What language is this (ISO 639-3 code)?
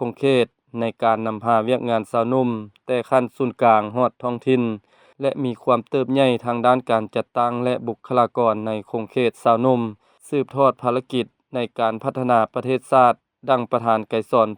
lao